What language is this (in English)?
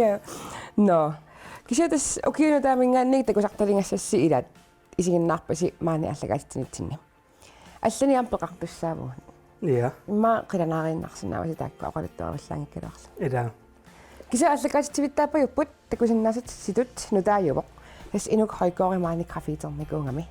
Kalaallisut